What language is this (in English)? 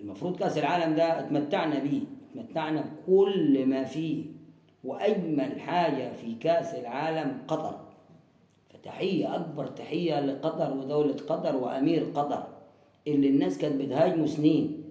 Egyptian Arabic